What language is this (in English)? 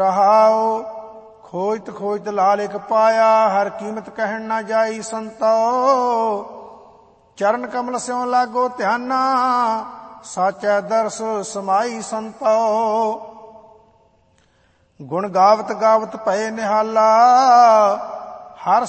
Punjabi